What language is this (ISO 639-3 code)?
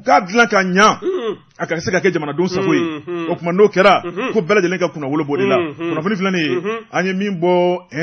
bam